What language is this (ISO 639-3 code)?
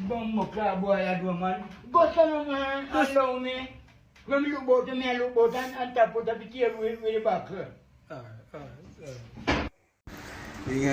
jam